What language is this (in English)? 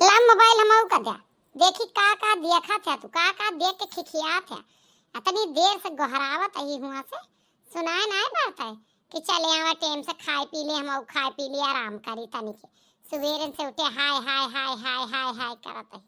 Awadhi